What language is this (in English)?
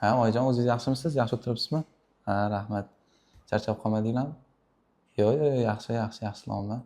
Uzbek